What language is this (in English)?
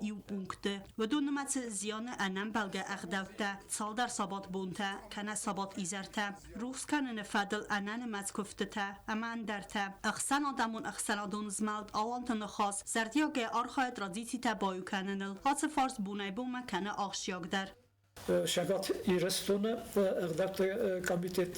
Ossetic